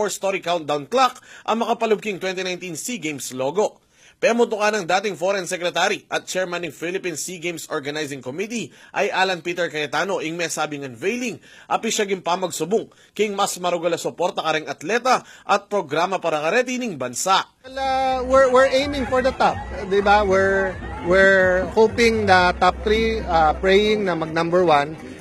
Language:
Pampanga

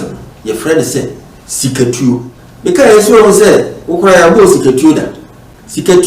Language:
Akan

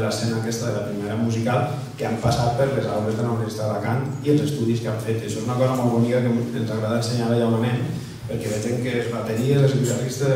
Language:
Catalan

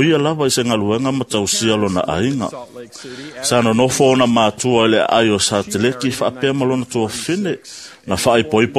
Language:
Samoan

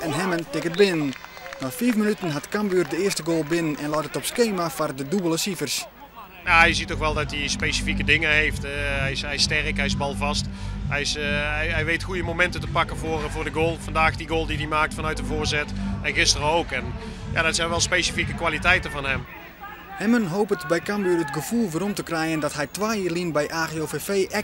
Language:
Western Frisian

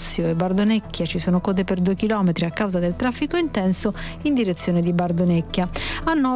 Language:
Italian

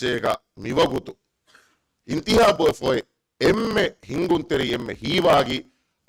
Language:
Divehi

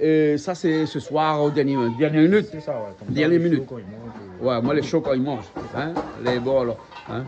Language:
Réunion Creole French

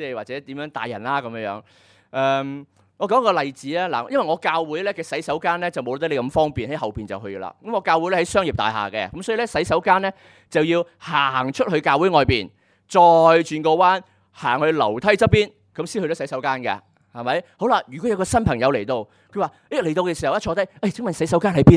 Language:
Cantonese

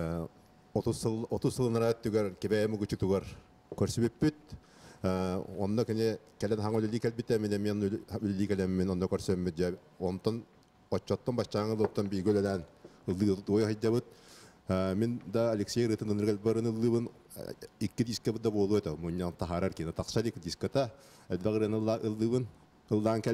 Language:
Yakut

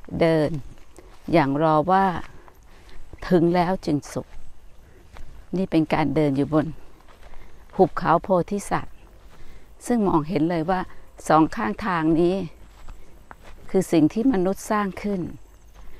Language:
Thai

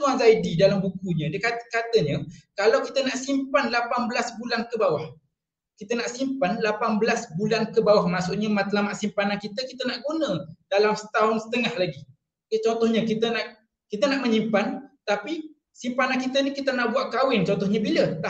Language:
Malay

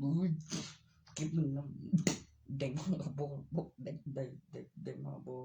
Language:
Northeastern Thai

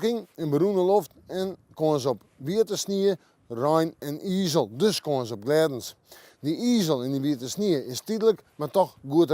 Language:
Western Frisian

